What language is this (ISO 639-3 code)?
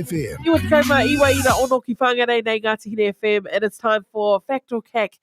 mri